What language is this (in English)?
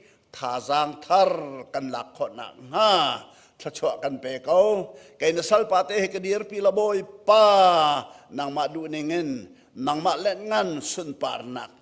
Hakha Chin